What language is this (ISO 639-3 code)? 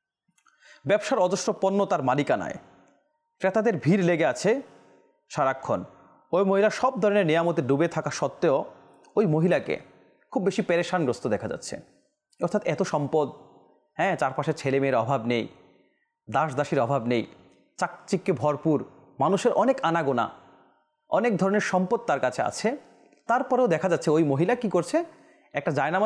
ben